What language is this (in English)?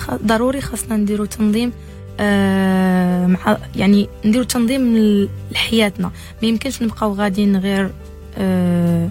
Moroccan Arabic